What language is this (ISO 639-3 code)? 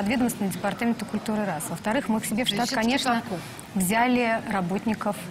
rus